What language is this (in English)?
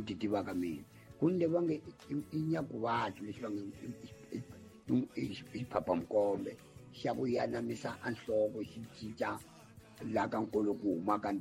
Tsonga